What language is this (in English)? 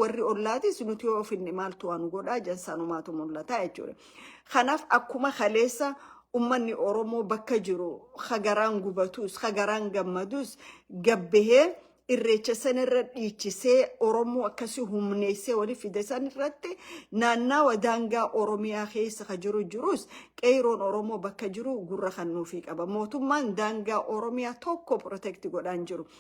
Oromo